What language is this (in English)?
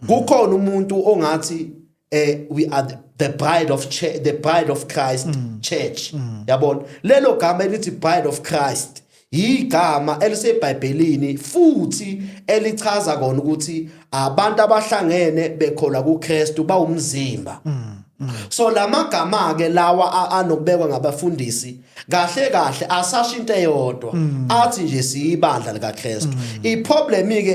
Zulu